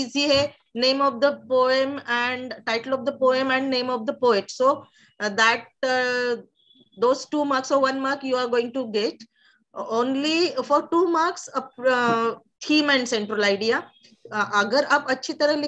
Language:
English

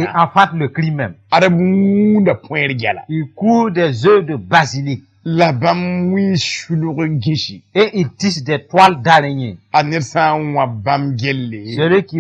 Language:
Mossi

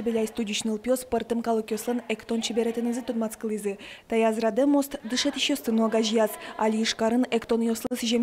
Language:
Udmurt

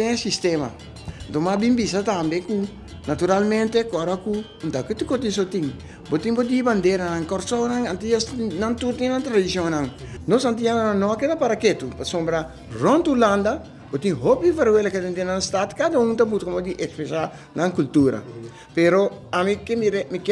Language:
Papiamento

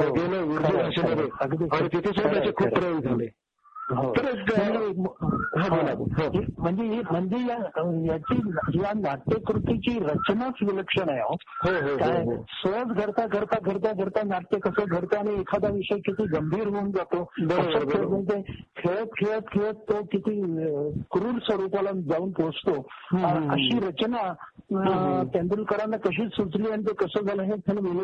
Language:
Marathi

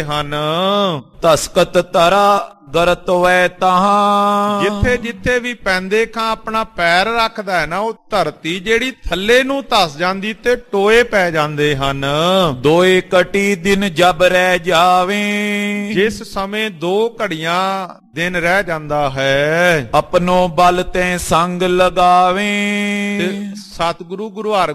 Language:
Punjabi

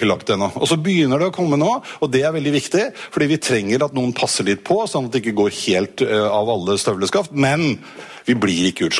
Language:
Norwegian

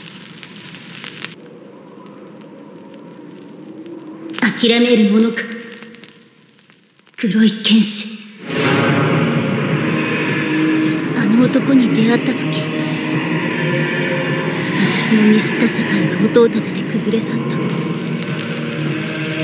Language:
Japanese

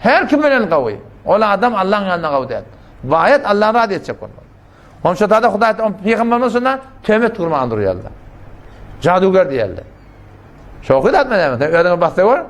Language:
Turkmen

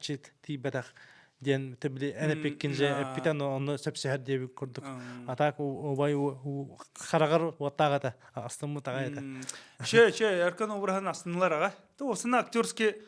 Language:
Yakut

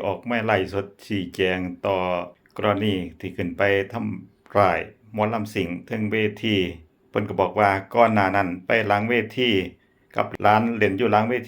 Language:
Lao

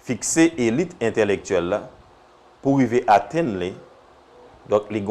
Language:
Haitian Creole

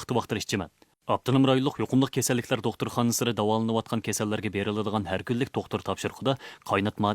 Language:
Uyghur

